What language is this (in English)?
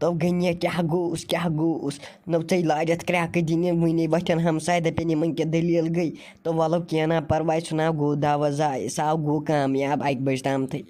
Kashmiri